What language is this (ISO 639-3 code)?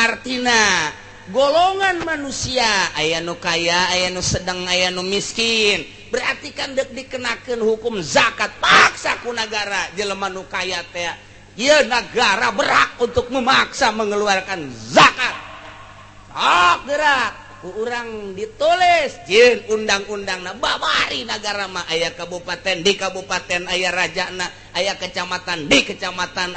sun